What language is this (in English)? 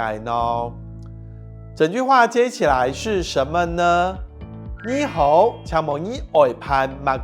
Hakka Chinese